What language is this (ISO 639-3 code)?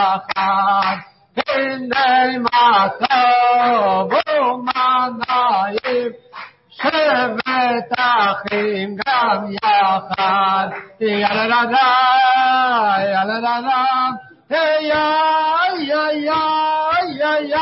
heb